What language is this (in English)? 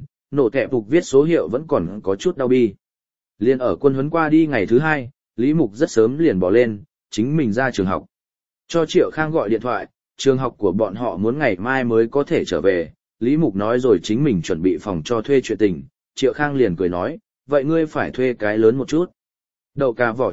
Vietnamese